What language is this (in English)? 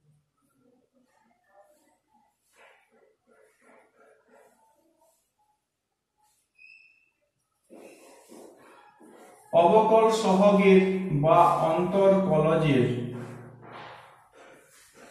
Bangla